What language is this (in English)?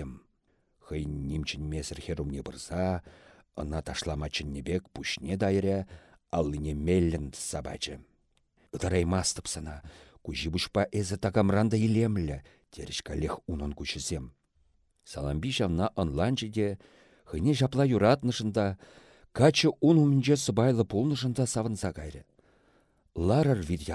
Chuvash